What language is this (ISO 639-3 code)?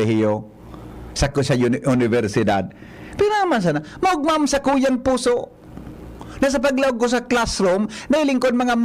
bik